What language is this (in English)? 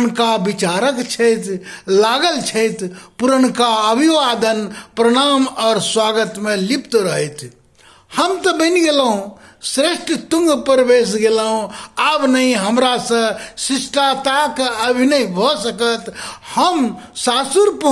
Maithili